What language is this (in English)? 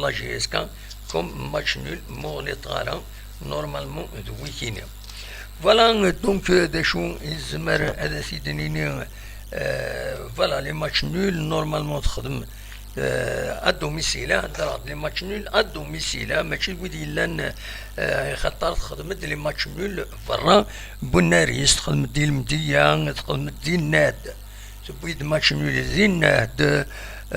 Kabyle